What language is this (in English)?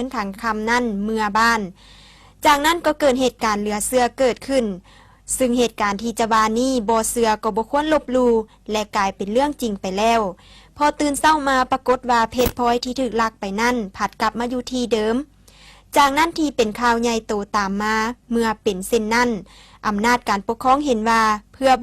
Lao